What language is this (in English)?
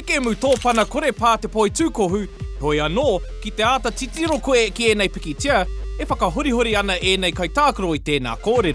Māori